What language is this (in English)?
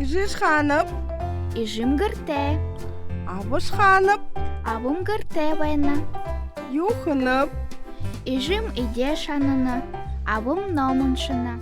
Buriat